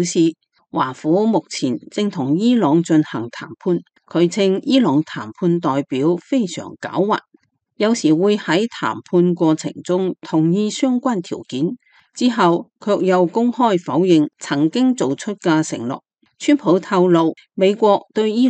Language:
Cantonese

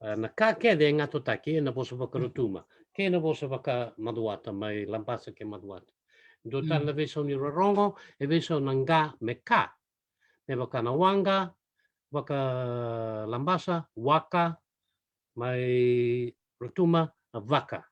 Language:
Fijian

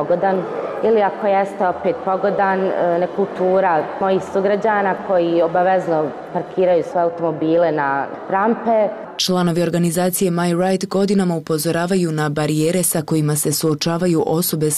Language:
Bosnian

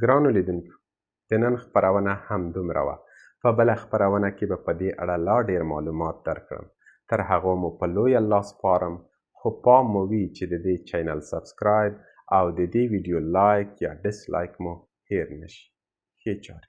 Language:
Pashto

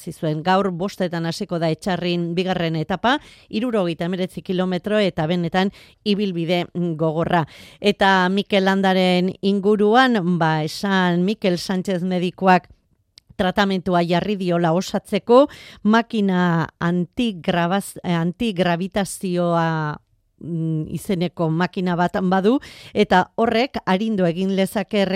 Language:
Basque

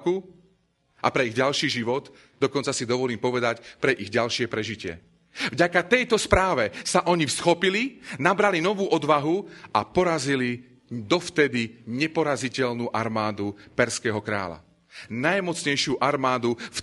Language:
Slovak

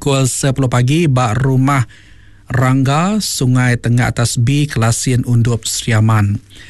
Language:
Iban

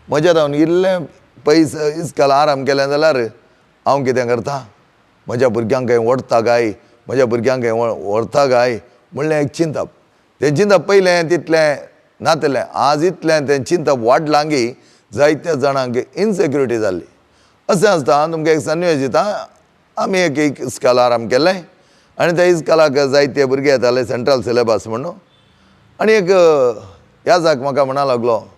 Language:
Konkani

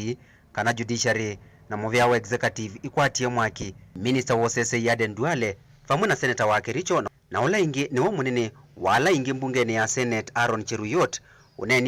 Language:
Kamba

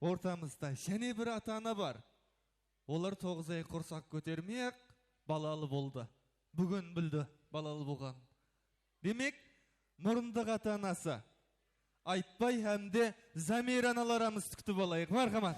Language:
Kara-Kalpak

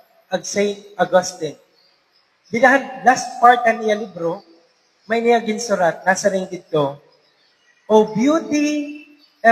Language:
Waray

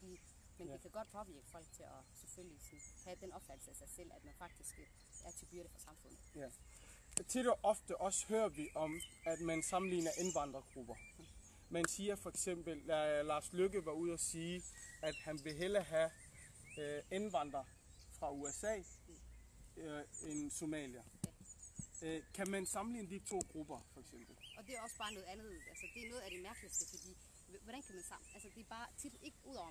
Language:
Danish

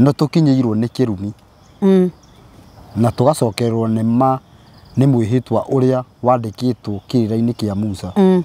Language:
Kikuyu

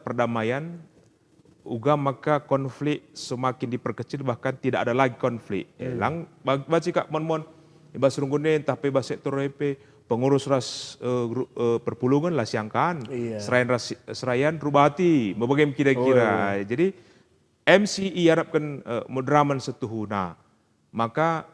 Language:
Batak Karo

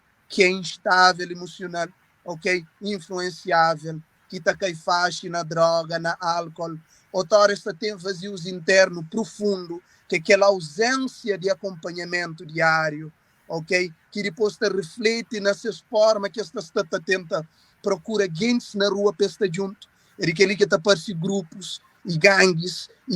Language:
Kabuverdianu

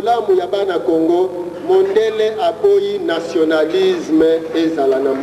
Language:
Lingala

